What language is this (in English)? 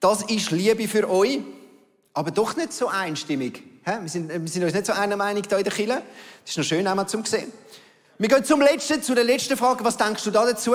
Swiss German